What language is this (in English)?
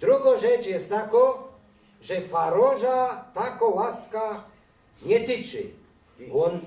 Silesian